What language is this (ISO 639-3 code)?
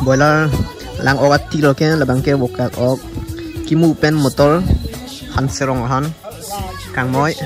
mjw